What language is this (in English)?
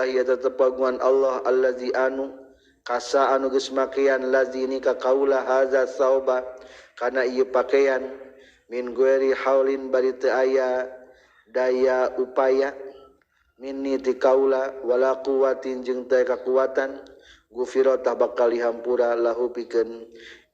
Sundanese